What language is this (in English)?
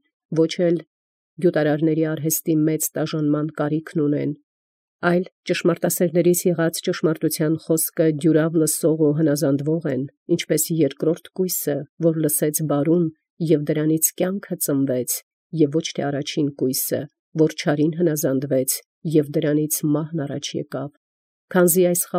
Armenian